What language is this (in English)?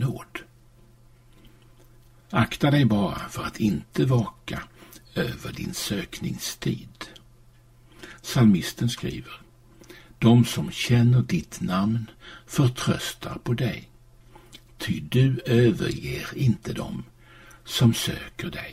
Swedish